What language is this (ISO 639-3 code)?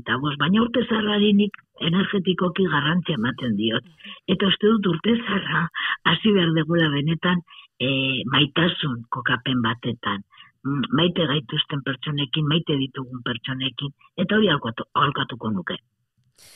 eus